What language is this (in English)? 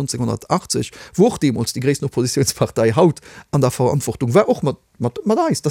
Luxembourgish